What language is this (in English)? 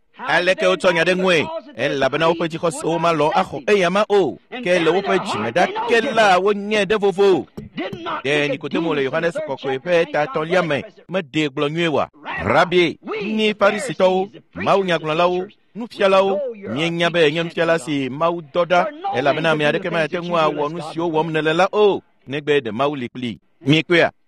Ewe